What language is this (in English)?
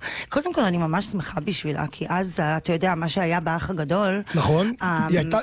Hebrew